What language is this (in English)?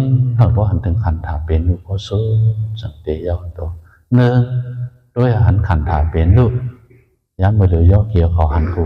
Shan